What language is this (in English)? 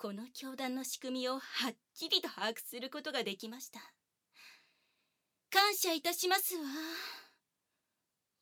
Japanese